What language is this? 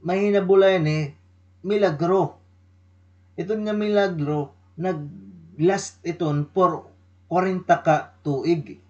Waray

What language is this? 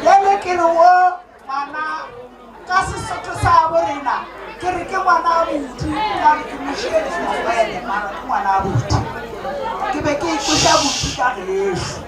Northern Sotho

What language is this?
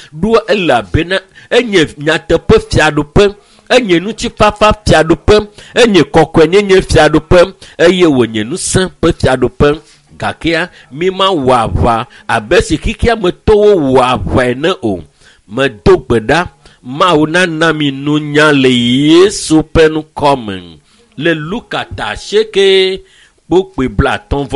Ewe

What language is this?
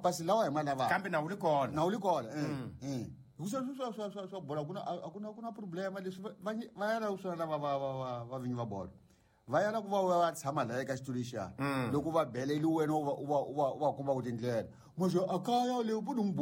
Tsonga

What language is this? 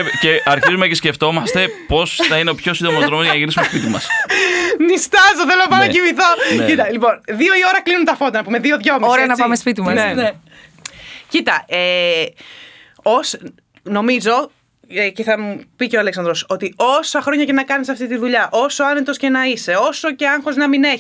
Greek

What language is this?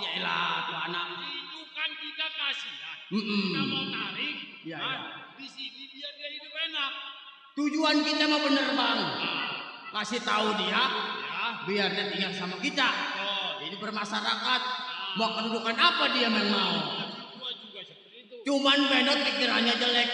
Betawi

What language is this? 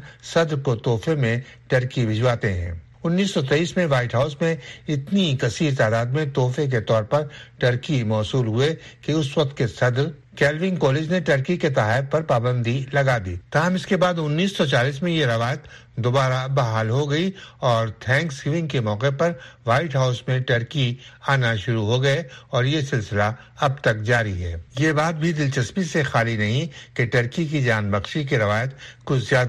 Urdu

